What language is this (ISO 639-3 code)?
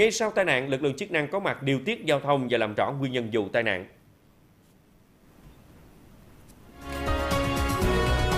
vie